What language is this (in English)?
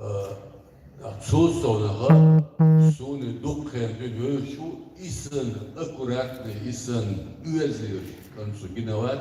Chechen